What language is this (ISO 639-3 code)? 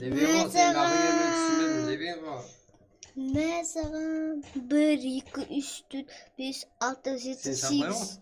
kaa